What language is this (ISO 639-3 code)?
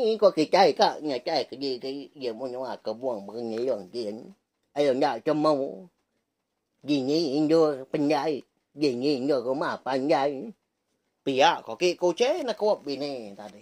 iba